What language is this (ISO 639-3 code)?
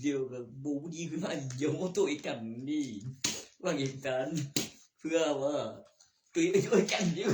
tts